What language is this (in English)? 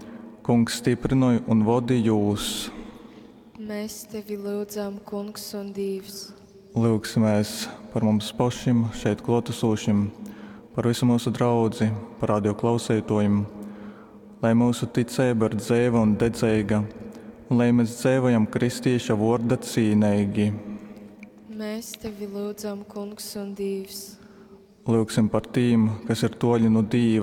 Latgalian